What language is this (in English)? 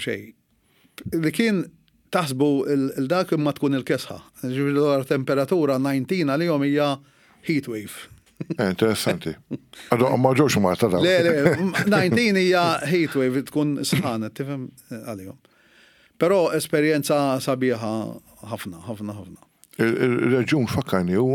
Maltese